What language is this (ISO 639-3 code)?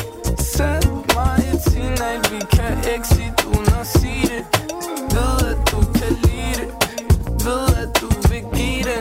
dan